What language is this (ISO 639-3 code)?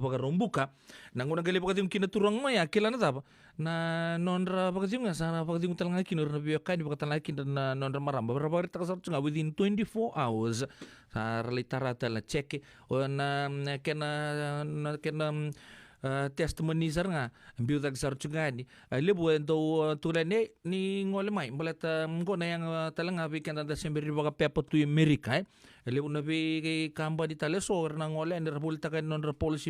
fij